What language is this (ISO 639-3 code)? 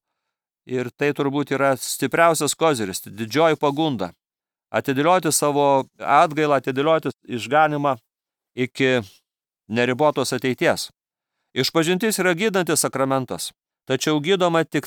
lit